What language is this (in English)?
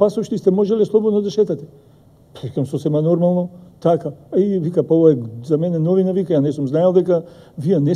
Macedonian